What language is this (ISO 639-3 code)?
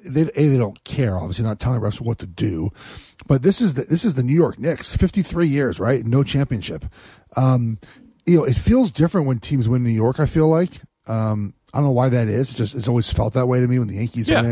eng